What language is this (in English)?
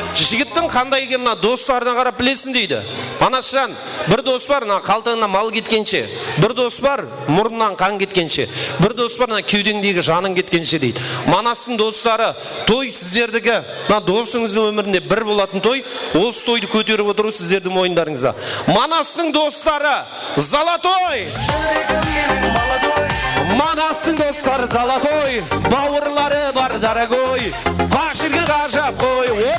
Kara-Kalpak